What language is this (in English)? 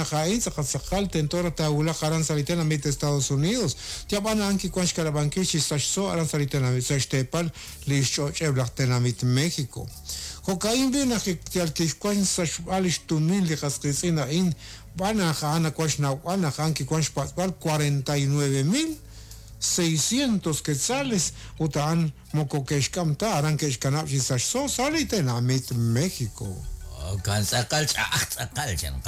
Kekchí